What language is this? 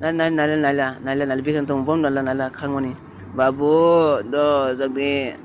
Kok Borok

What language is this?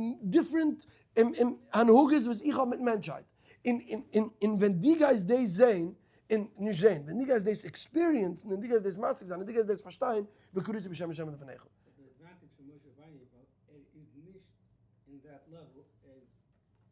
Yiddish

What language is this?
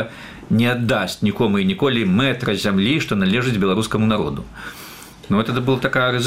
Belarusian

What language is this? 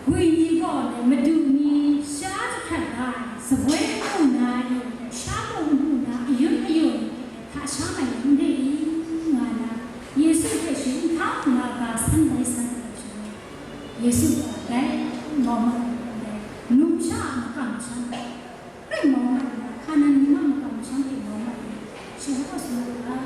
Kachin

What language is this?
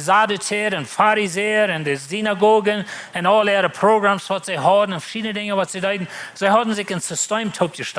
Plautdietsch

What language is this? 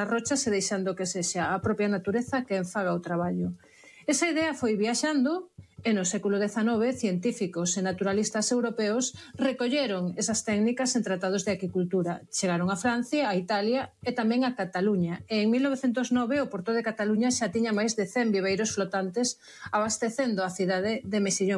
Galician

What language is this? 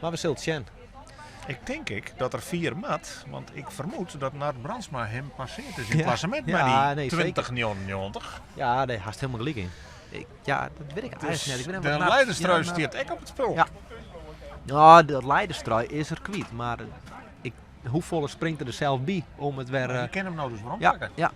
Western Frisian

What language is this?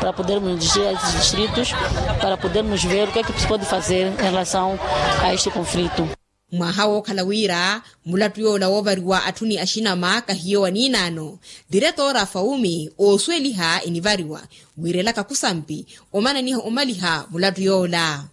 Makhuwa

